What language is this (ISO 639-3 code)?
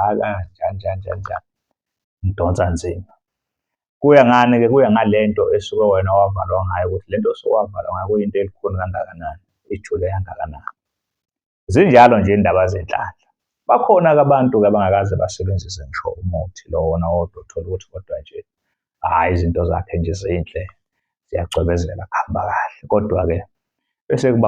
zul